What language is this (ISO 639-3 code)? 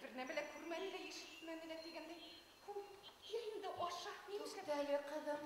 bak